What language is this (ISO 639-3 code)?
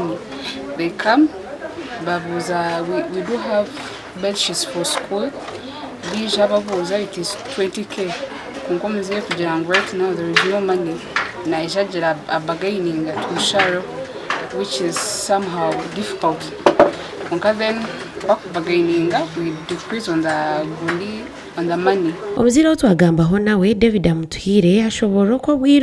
nyn